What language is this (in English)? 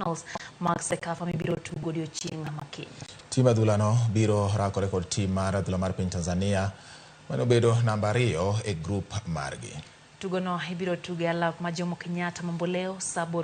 Luo (Kenya and Tanzania)